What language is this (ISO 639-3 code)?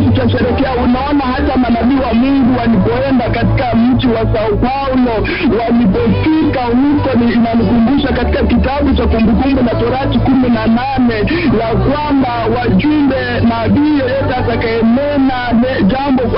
swa